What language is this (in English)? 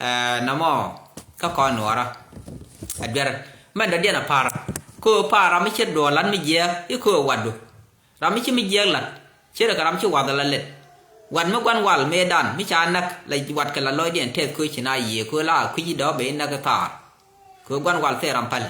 Nuer